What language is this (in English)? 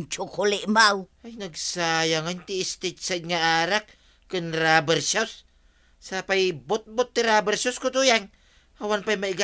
Iloko